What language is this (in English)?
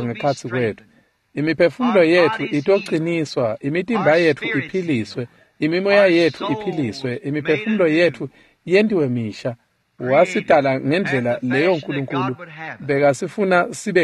Swati